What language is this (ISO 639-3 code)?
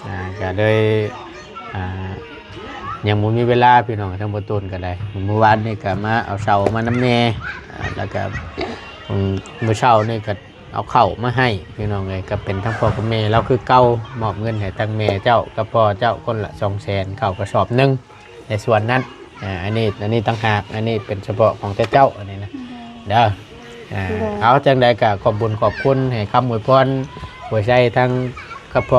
tts